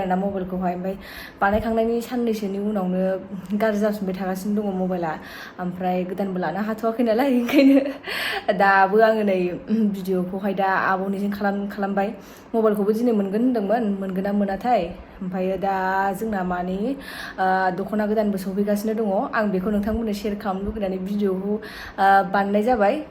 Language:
Bodo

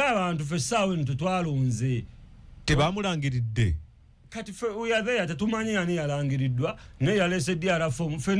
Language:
Ganda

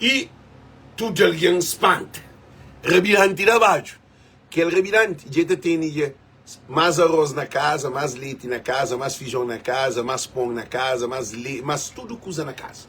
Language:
Kabuverdianu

